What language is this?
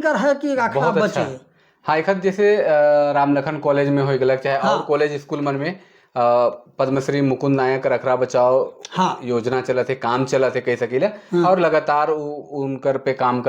Sadri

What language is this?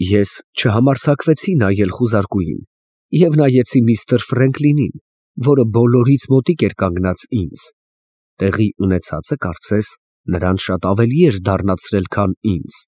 Armenian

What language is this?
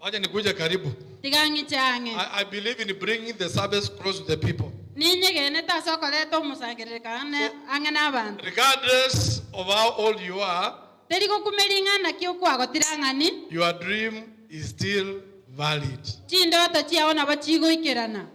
Gusii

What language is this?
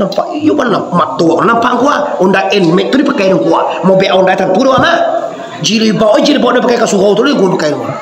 Minangkabau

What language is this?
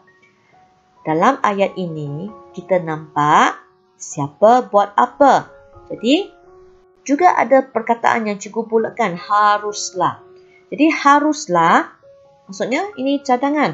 Malay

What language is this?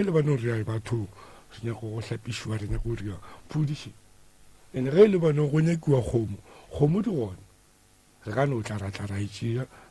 Northern Sotho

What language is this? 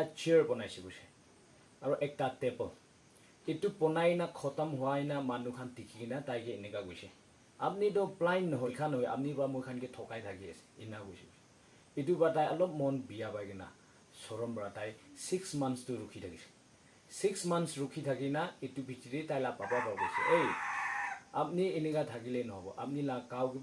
Naga Pidgin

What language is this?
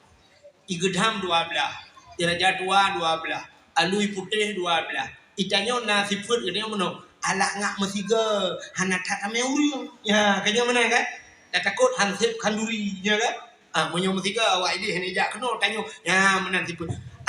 Achinese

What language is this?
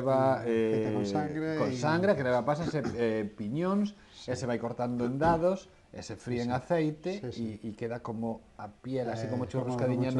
Galician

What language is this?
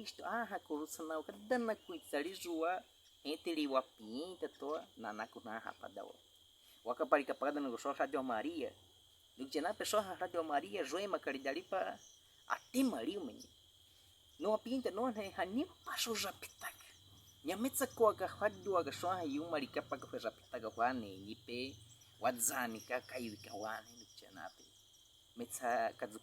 Baniwa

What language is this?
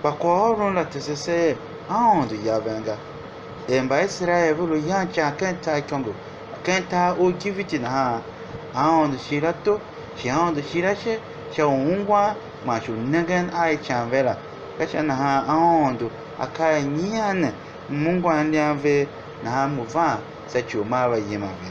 Tiv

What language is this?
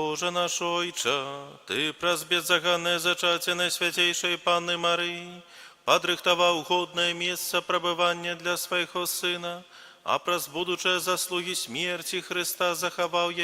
Belarusian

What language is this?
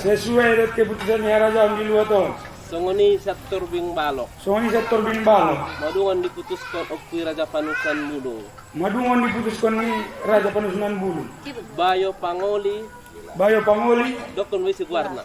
Batak Angkola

